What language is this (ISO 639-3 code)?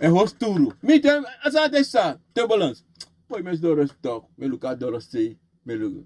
srn